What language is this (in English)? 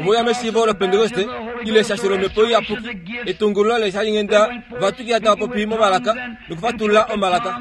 Kuanyama